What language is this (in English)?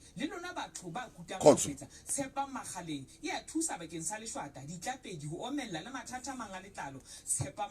Southern Sotho